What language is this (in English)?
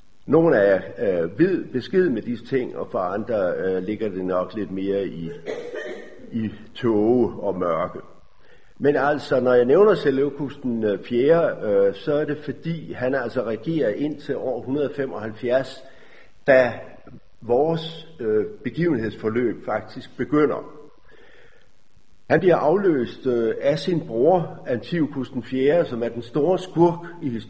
Danish